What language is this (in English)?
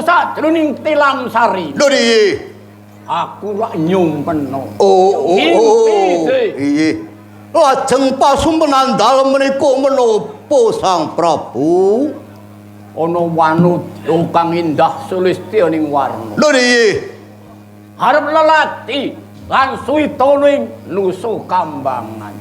Javanese